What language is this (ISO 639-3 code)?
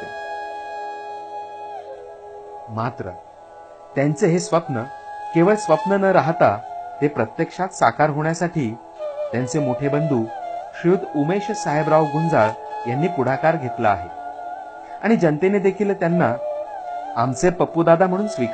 mar